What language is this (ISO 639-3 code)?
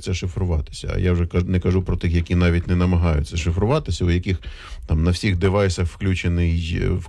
ukr